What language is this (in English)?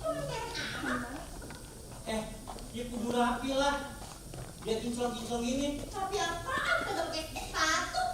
Betawi